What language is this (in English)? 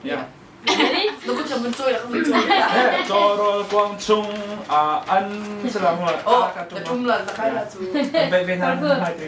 Hakha Chin